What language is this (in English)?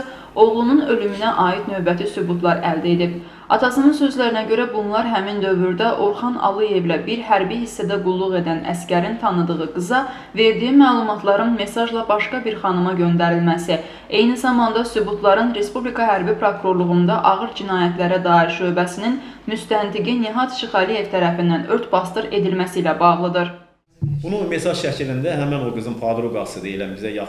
Azerbaijani